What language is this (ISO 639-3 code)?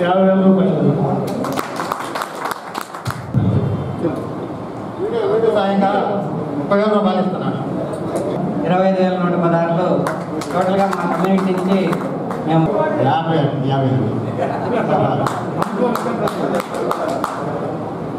tel